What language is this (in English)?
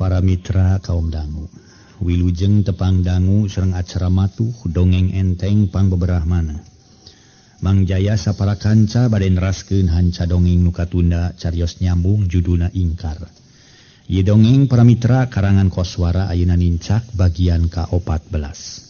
Sundanese